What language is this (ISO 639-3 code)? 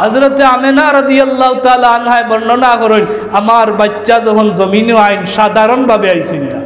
syl